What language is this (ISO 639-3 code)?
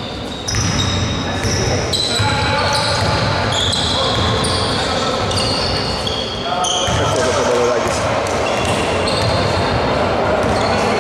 ell